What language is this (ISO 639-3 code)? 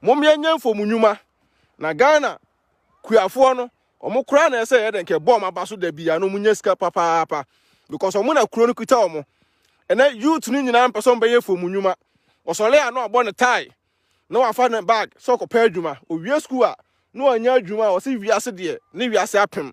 aka